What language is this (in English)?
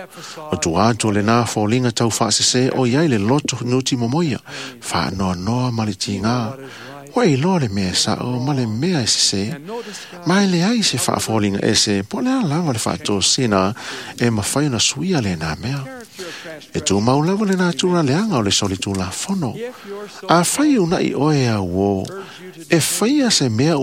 Samoan